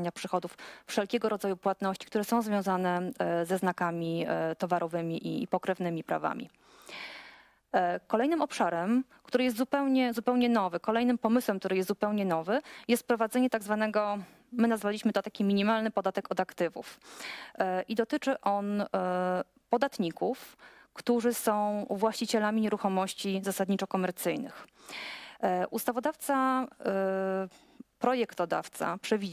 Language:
Polish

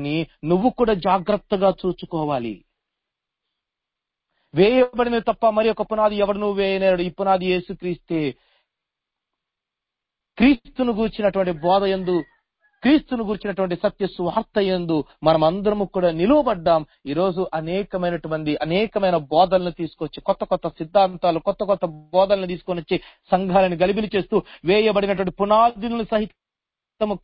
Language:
Telugu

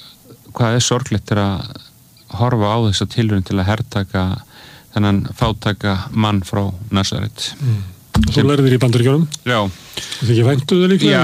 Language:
Icelandic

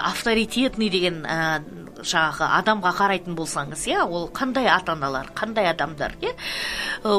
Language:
Kazakh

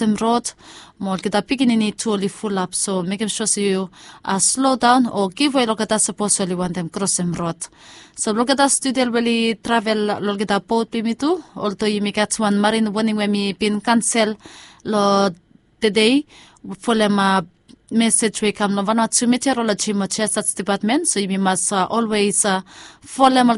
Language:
Bislama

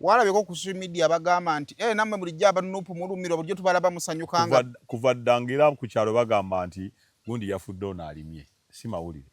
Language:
Ganda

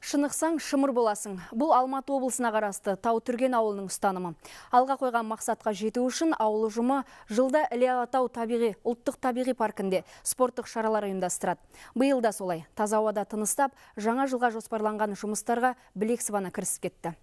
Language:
Kazakh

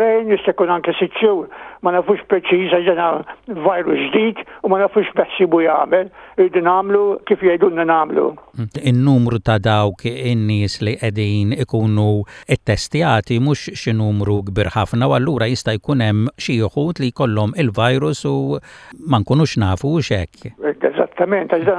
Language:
Maltese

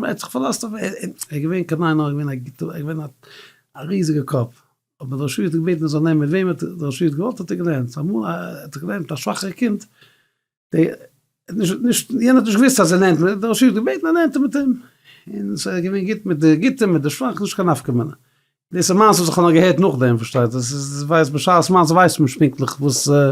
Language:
Yiddish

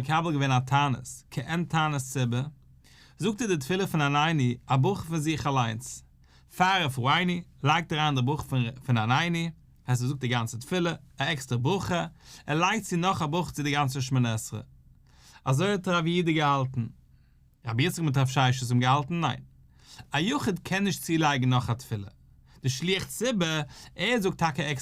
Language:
Yiddish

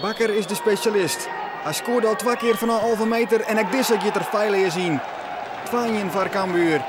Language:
Western Frisian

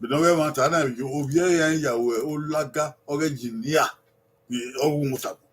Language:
Bini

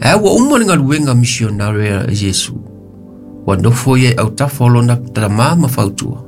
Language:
Samoan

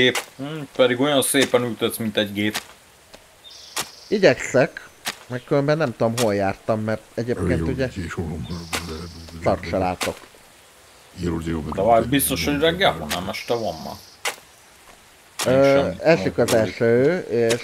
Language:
Hungarian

